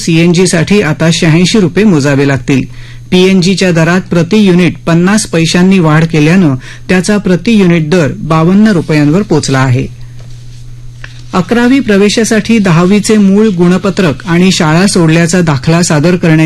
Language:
Marathi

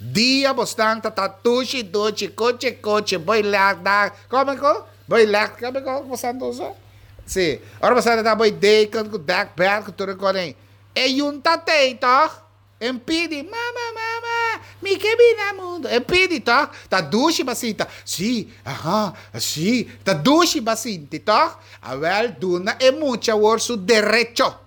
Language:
Papiamento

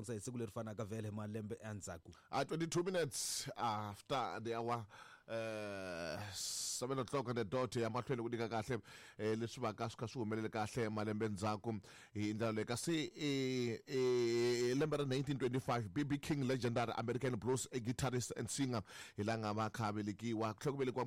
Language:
Tsonga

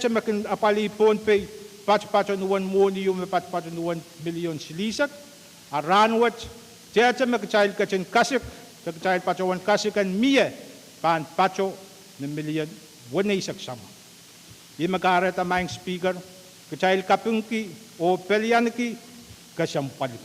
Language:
Pohnpeian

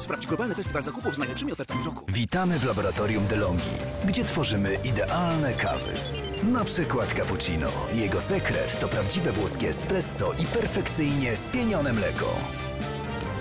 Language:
Polish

